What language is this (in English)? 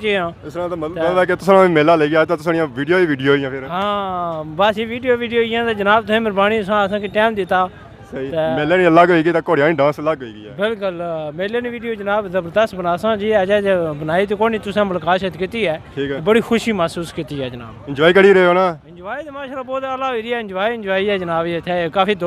Pahari-Potwari